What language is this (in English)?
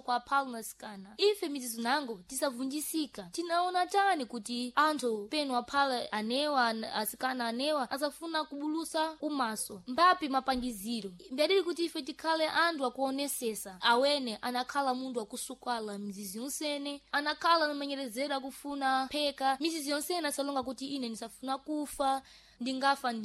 Sena